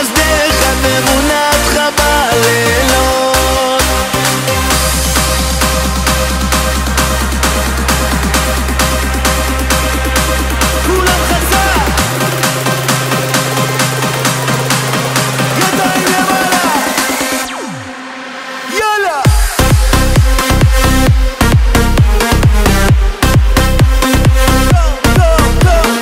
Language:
Hebrew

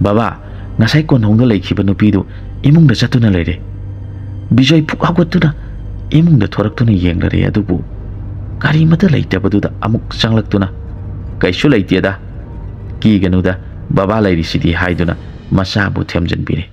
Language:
Manipuri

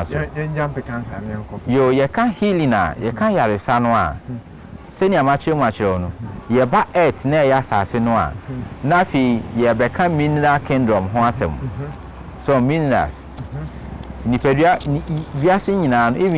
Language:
Akan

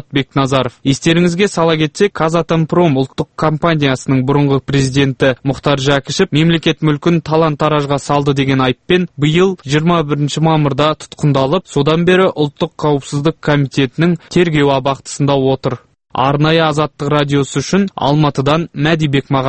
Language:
Kazakh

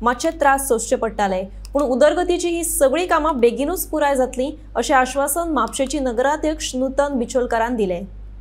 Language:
Konkani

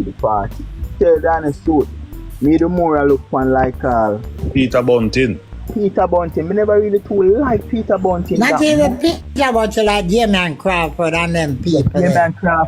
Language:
Jamaican Creole English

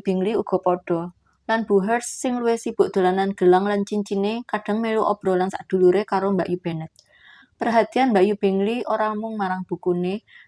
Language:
Javanese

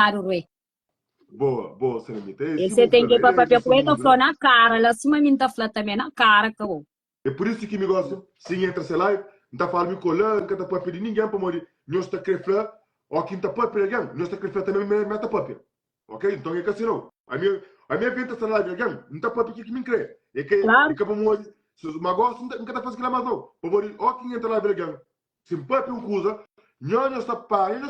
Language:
Kabuverdianu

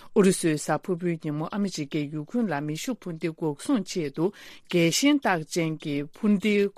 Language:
Tibetan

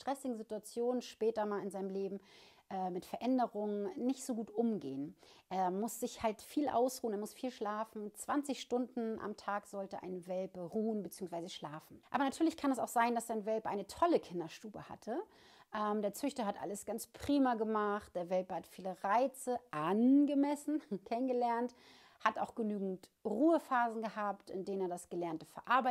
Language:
German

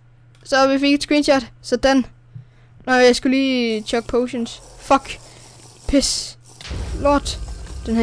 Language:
Danish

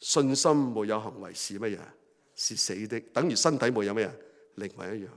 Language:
Cantonese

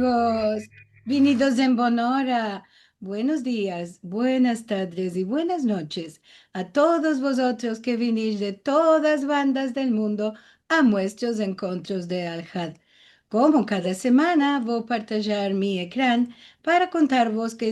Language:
Ladino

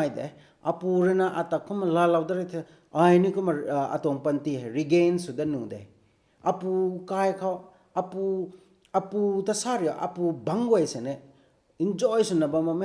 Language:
Rongmei Naga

